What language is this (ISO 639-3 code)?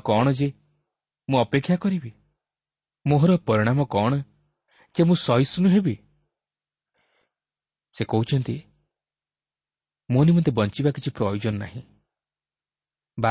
ori